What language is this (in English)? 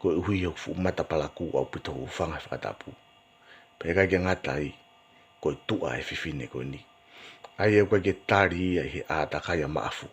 Tongan